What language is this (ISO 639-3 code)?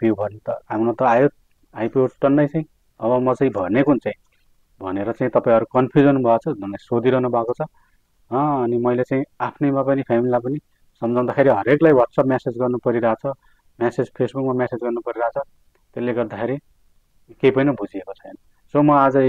nep